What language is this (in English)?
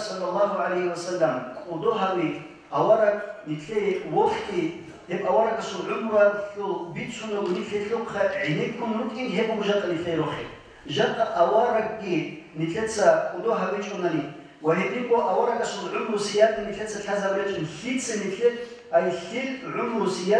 Avaric